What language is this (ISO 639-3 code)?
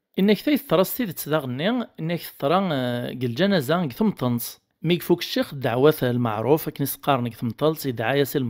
kab